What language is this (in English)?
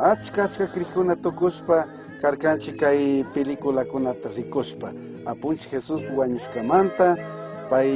Chimborazo Highland Quichua